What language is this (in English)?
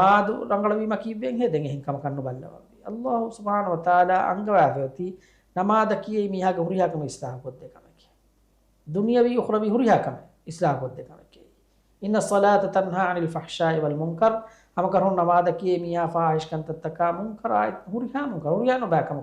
Divehi